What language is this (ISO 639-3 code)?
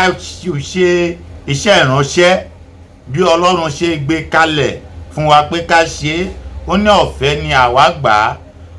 yor